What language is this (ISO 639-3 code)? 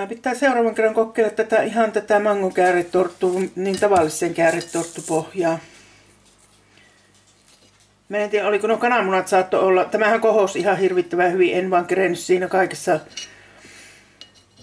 fin